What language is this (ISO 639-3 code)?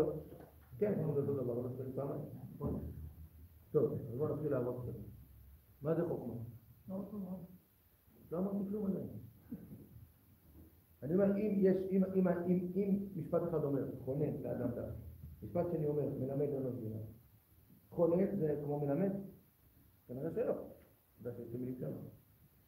heb